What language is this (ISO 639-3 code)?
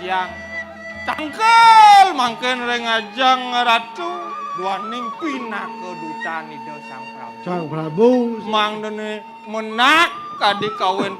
ban